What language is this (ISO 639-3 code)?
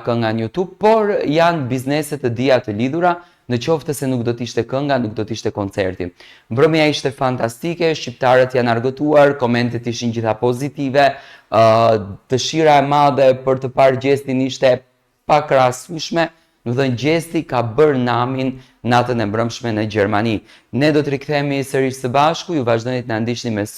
sqi